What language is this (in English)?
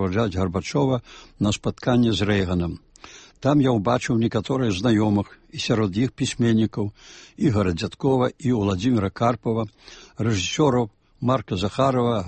Belarusian